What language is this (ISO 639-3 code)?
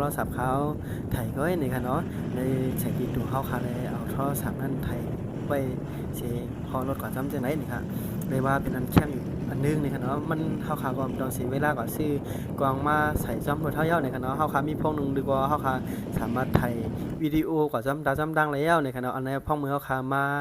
shn